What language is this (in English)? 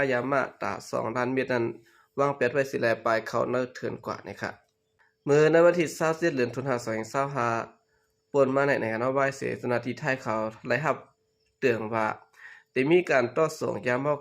Shan